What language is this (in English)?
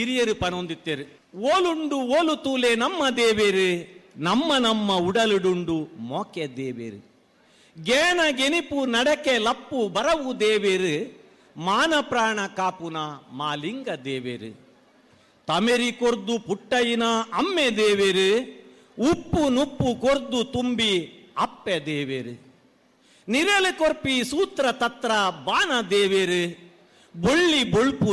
Tulu